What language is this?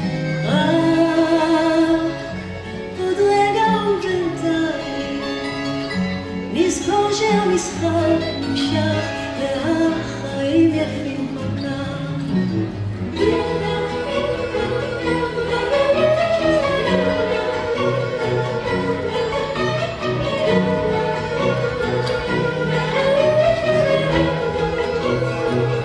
Hebrew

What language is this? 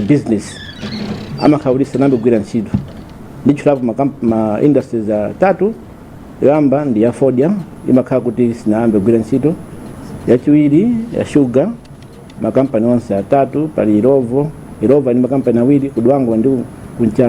Nyanja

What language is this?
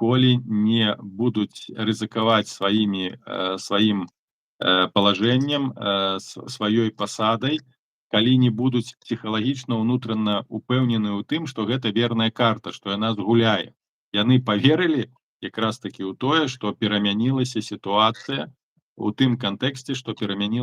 Belarusian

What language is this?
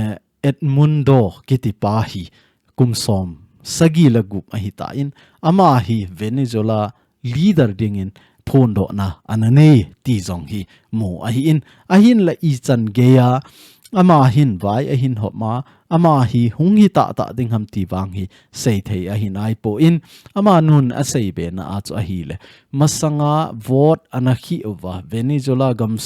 Thado Chin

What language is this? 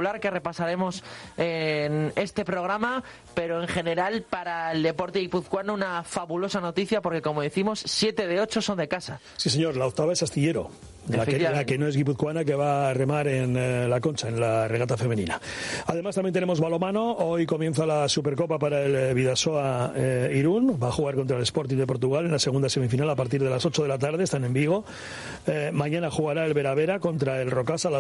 Spanish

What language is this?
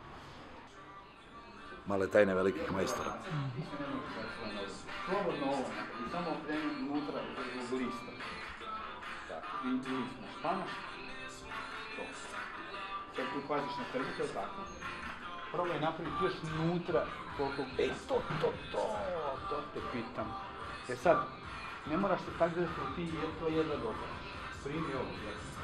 Croatian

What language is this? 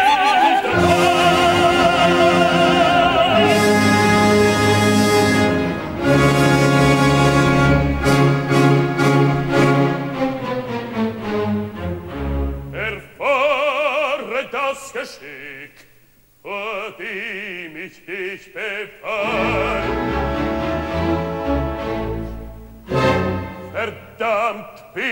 German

